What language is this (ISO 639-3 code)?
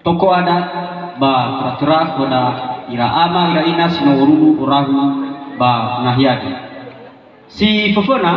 nia